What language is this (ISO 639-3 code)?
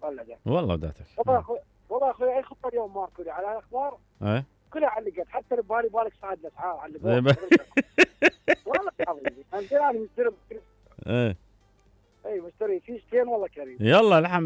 acm